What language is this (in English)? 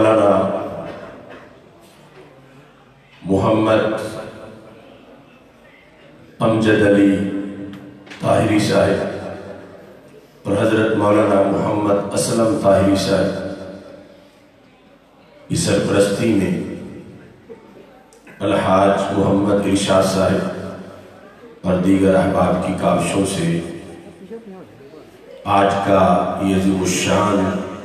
Urdu